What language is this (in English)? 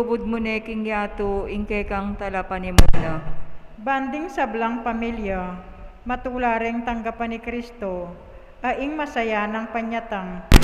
Pampanga